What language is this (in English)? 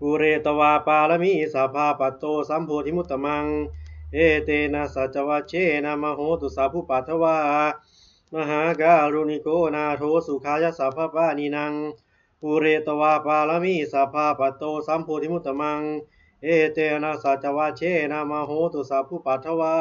Pali